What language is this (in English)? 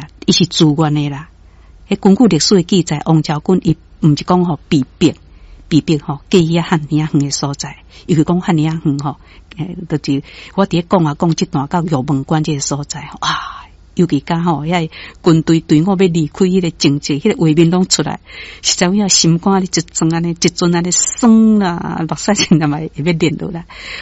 Min Nan Chinese